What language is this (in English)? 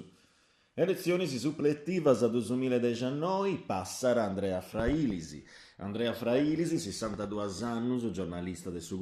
Sardinian